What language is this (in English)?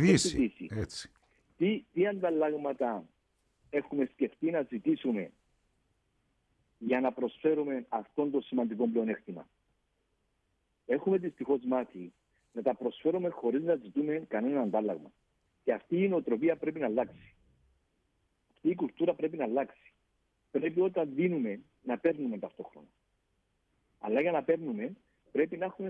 Greek